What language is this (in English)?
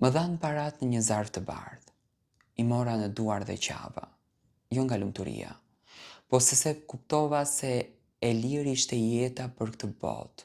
Albanian